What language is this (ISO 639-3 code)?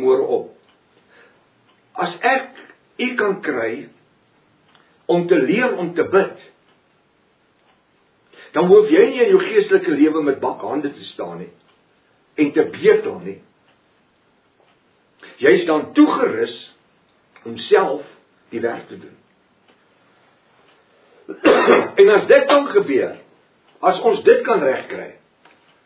afr